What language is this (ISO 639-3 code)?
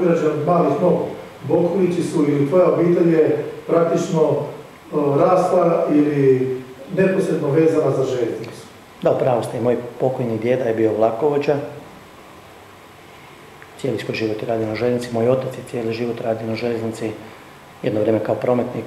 hrv